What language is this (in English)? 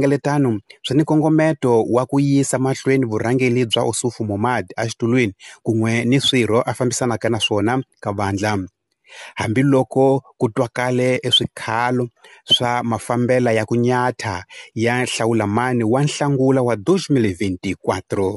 Tsonga